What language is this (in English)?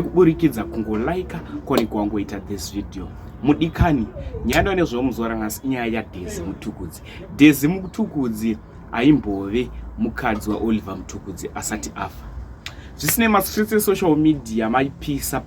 Shona